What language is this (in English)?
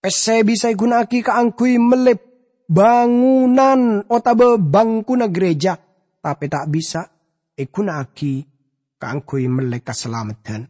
Madurese